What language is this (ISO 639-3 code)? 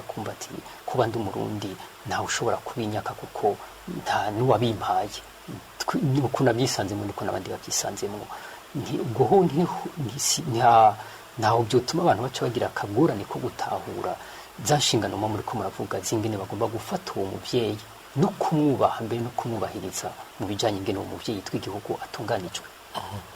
run